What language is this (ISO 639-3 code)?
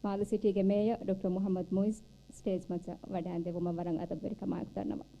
div